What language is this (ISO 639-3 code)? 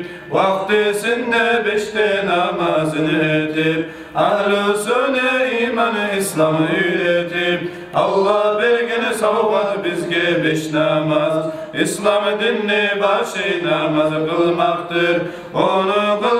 kum